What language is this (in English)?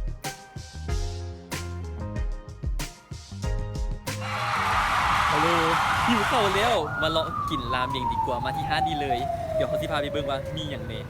Lao